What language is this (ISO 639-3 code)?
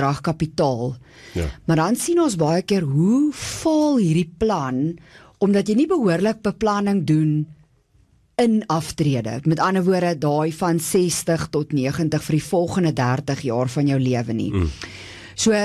afr